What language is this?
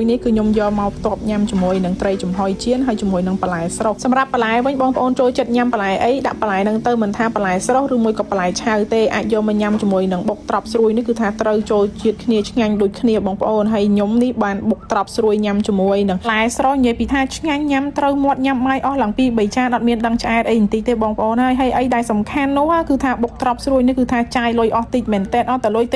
Khmer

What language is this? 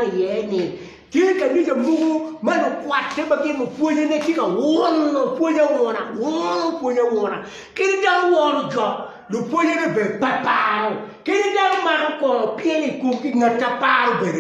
Acoli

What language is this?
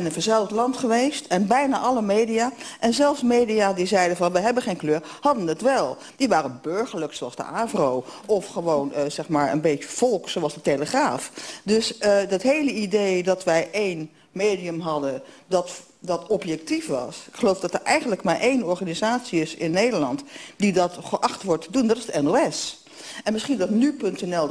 Dutch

